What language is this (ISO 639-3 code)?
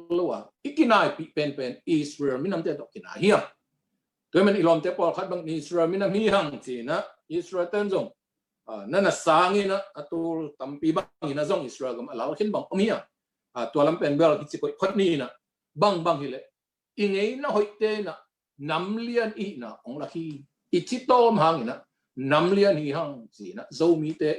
ctd